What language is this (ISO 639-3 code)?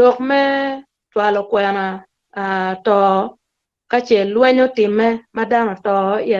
ach